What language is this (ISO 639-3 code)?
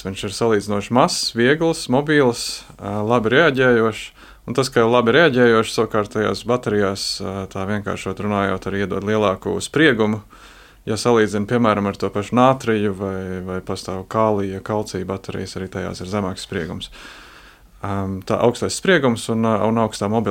lav